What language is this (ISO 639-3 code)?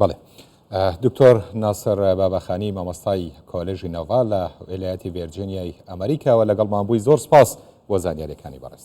ckb